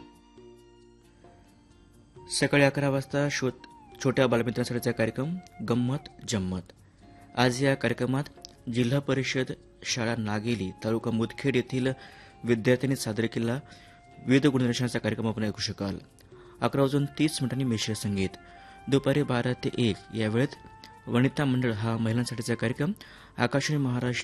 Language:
Marathi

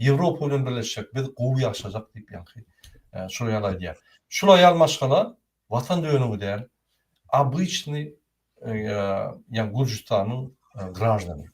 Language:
Turkmen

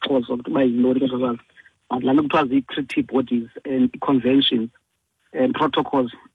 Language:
Xhosa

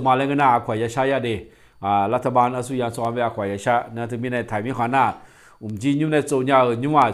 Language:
Akha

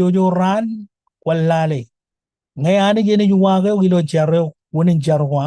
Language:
Marshallese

